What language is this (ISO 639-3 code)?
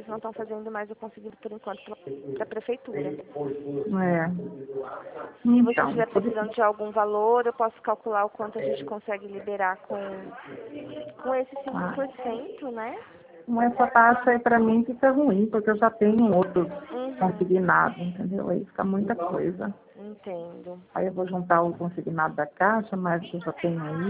por